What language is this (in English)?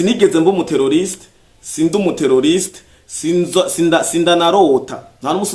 Rundi